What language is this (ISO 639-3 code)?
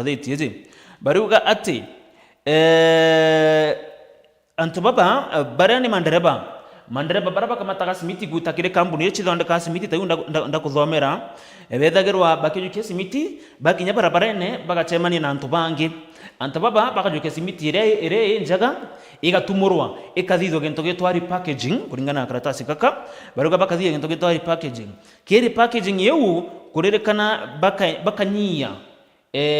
mer